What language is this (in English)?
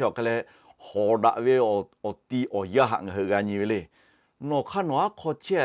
Lahu